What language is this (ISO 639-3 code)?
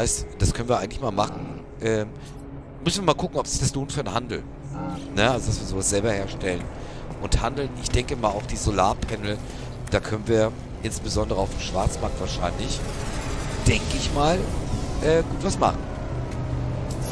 deu